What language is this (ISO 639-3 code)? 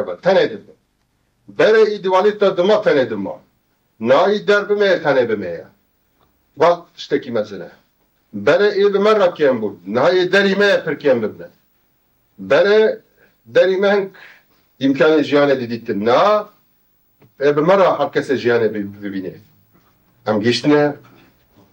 kur